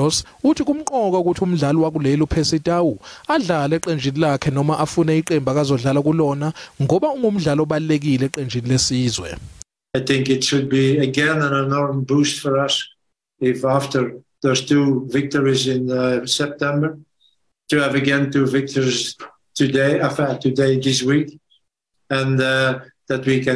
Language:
Zulu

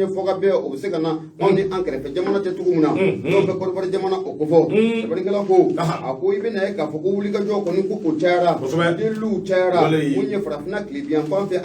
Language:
Bambara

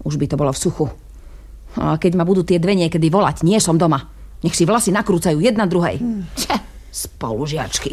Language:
Slovak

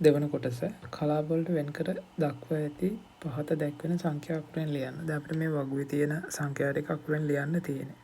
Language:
Sinhala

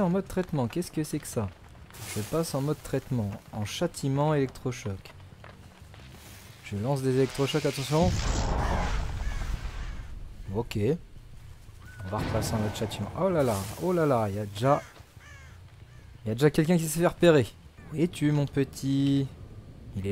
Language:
French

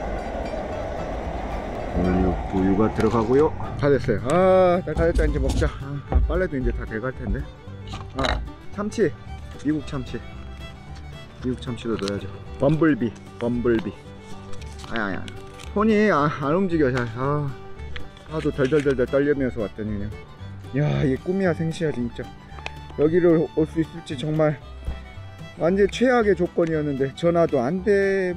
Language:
Korean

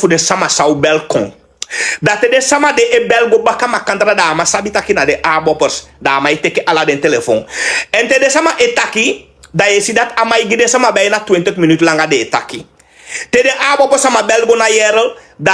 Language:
Sranan Tongo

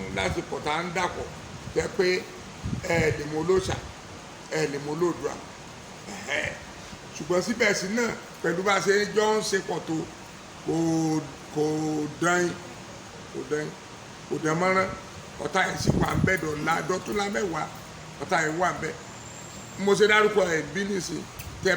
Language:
Yoruba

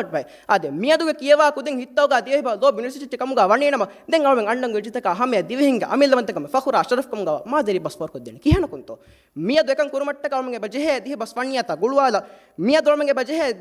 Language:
Divehi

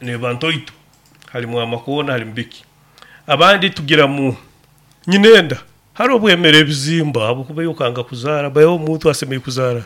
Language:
Nyoro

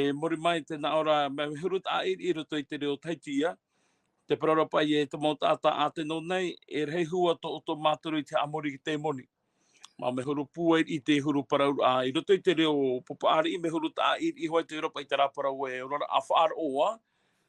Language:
Tahitian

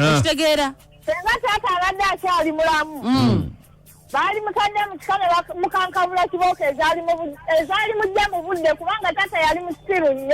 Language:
Ganda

